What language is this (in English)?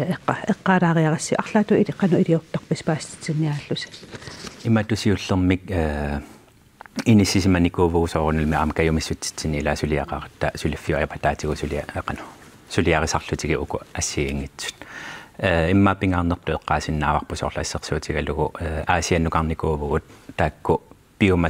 Kalaallisut